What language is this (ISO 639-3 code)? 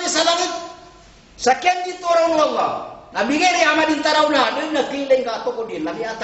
mrw